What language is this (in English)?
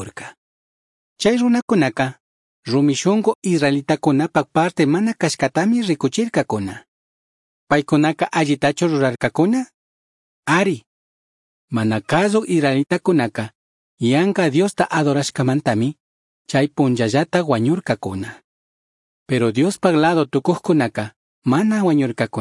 Chimborazo Highland Quichua